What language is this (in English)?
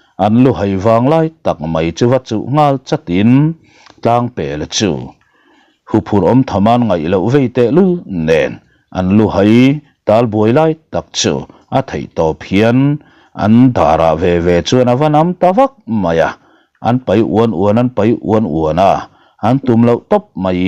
Mizo